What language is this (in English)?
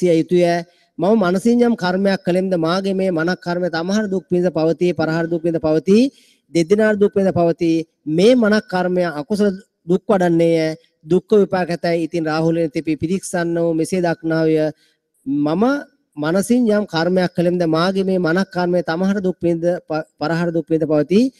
Sinhala